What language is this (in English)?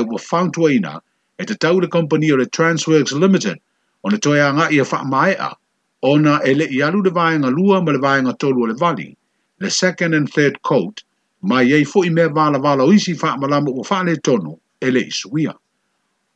Samoan